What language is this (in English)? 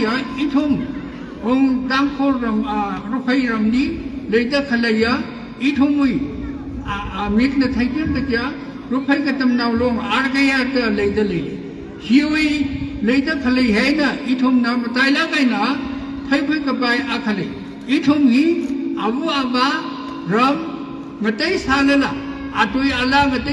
Tangkhul Naga (India)